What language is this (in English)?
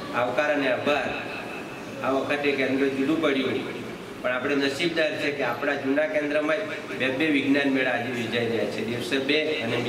Gujarati